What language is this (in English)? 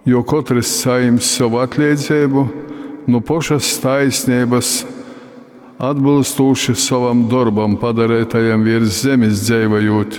Latgalian